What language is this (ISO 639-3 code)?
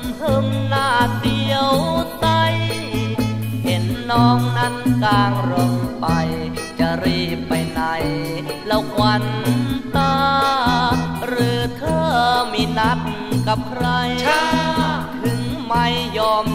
tha